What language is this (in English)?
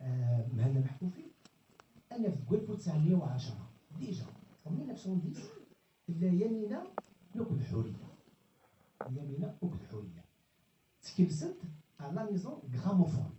Kabyle